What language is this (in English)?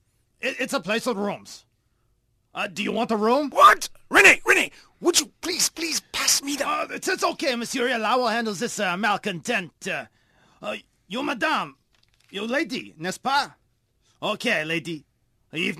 English